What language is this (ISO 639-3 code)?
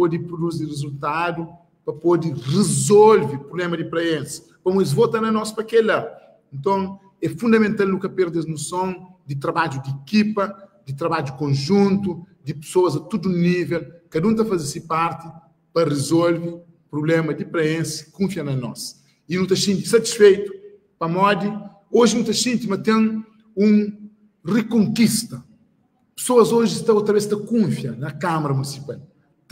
kea